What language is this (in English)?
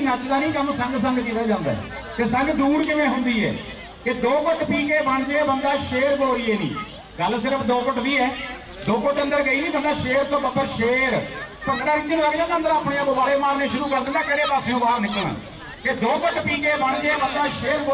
Punjabi